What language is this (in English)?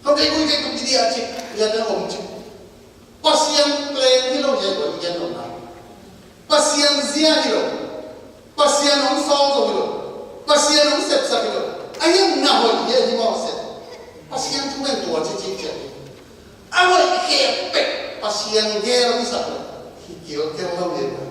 Tedim Chin